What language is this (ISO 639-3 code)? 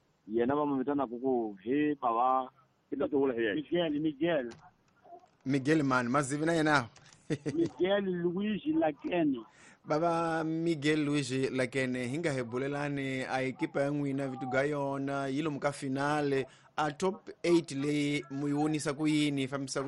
tso